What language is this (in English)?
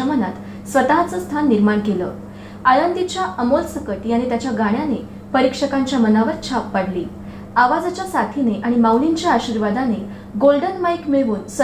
Marathi